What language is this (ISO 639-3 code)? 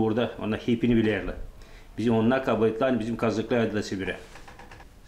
gag